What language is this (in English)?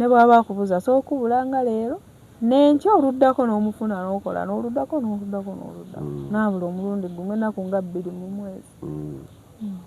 Ganda